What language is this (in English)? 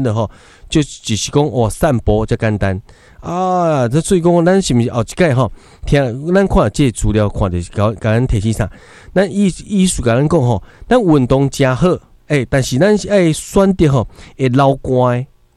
Min Nan Chinese